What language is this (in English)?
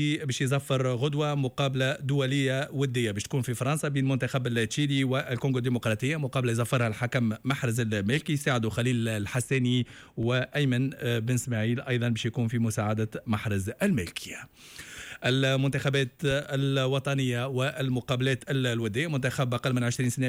Tunisian Arabic